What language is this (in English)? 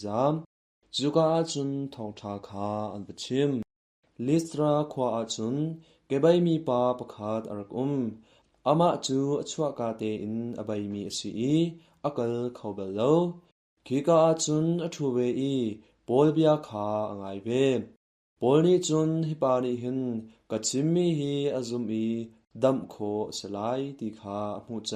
Hakha Chin